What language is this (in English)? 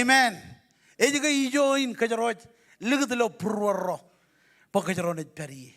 Marshallese